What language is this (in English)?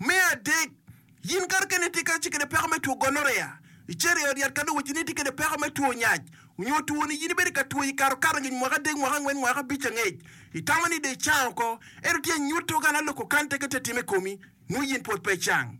Acoli